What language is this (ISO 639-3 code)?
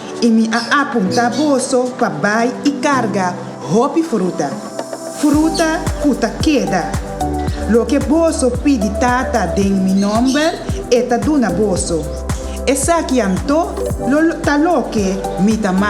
pap